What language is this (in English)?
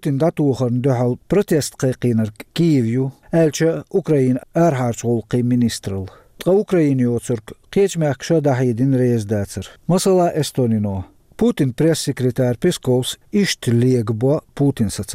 Chechen